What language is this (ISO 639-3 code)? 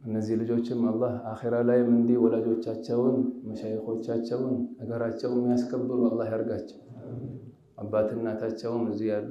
amh